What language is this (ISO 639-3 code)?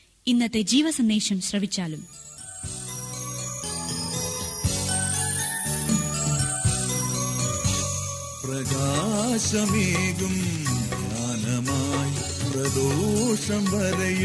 mal